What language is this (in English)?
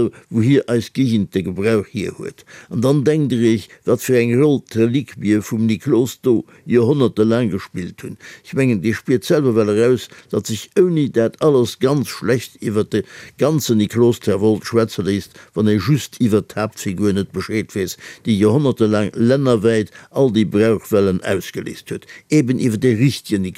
Luxembourgish